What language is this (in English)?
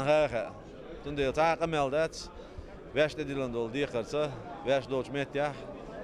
Chechen